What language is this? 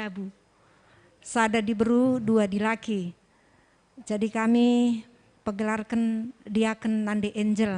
Batak Karo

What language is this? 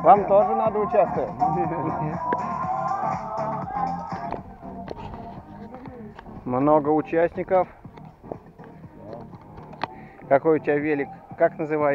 Russian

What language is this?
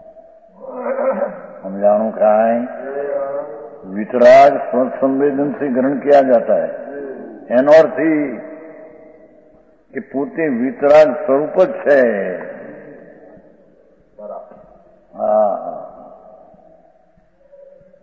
Gujarati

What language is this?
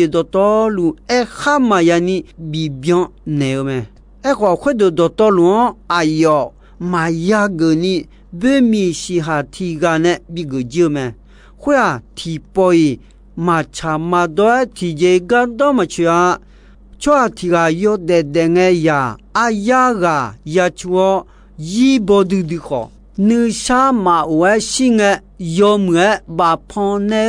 Akha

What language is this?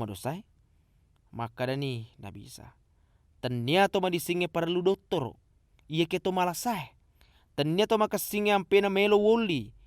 Buginese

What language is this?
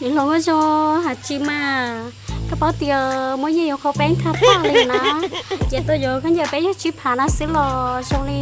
Hmong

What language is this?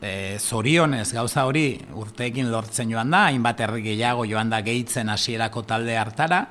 Basque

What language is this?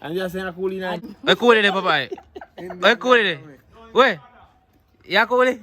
Jamaican Creole English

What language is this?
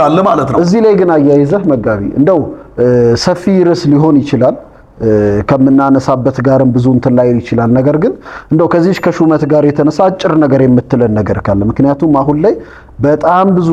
Amharic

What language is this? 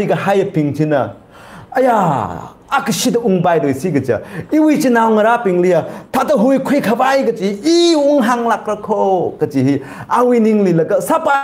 Tangkhul Naga (India)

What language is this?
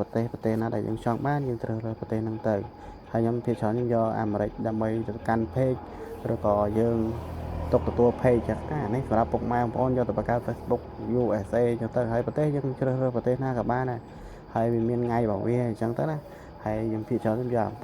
Khmer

